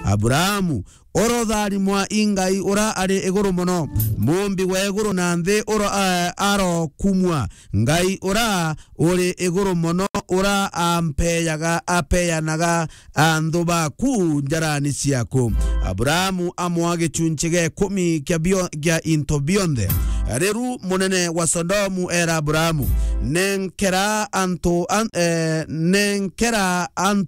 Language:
Meru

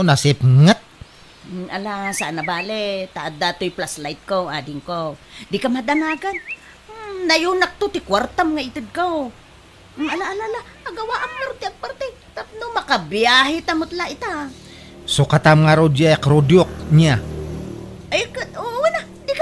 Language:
Iloko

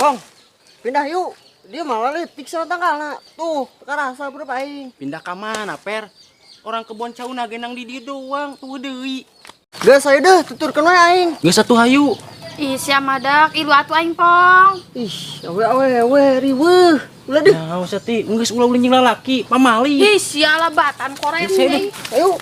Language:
Sundanese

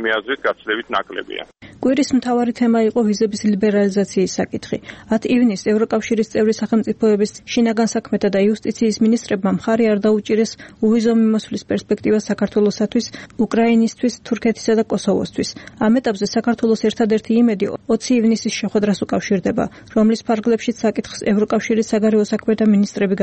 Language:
Georgian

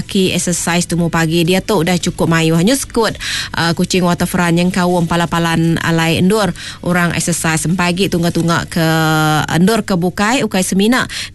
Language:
Iban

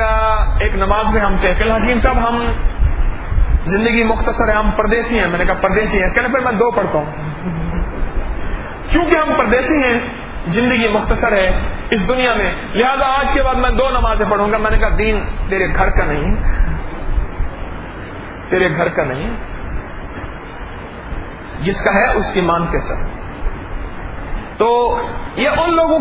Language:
Urdu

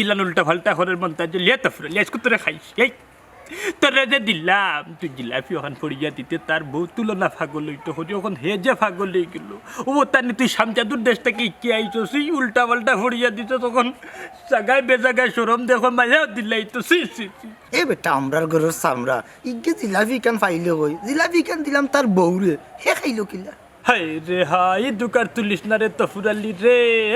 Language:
Sylheti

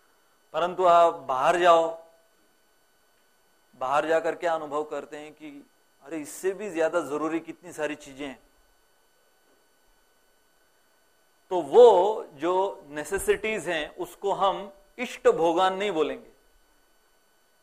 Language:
Hindi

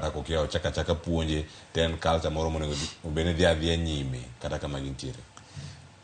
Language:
Luo (Kenya and Tanzania)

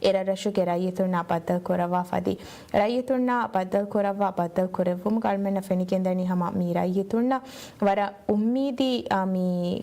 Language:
Divehi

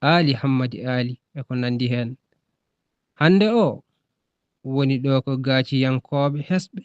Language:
Fula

